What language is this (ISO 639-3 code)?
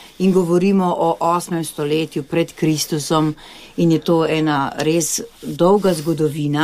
slv